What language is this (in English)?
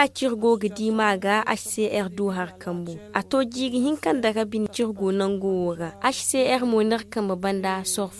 Zarma